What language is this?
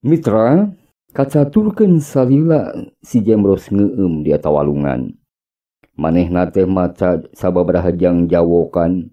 Sundanese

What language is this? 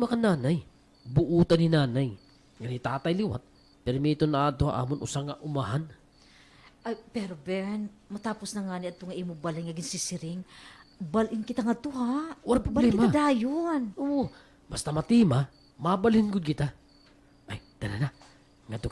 Waray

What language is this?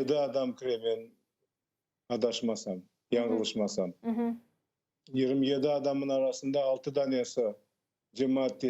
Crimean Tatar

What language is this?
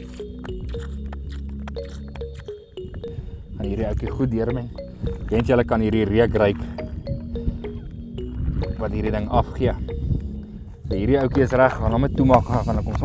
Afrikaans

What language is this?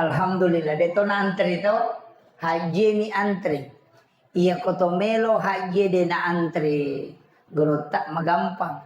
Buginese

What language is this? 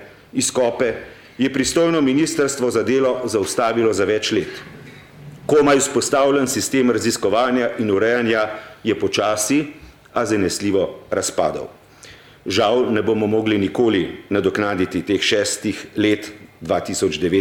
Slovenian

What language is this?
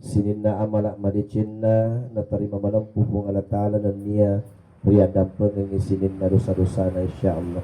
Buginese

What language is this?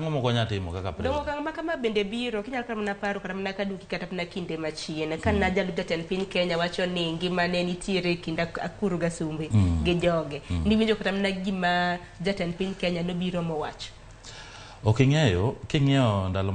Luo (Kenya and Tanzania)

